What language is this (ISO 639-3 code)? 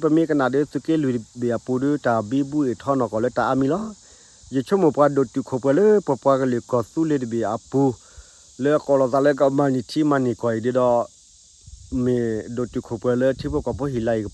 ksw